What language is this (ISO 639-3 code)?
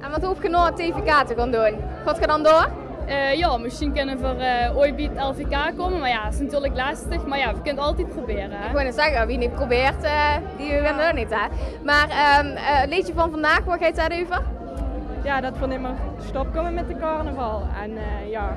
lim